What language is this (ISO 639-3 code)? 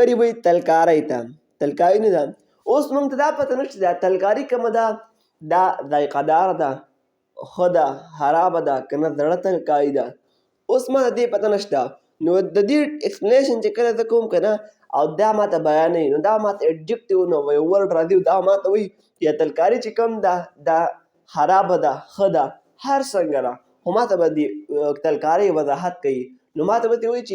pus